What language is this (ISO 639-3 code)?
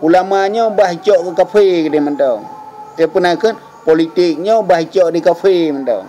ace